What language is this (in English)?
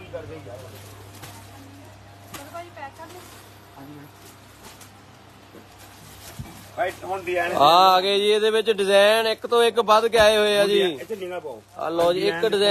Punjabi